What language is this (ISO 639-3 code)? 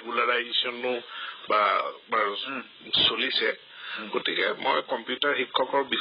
asm